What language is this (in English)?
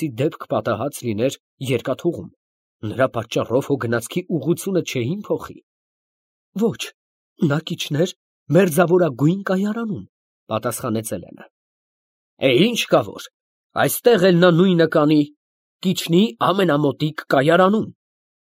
Armenian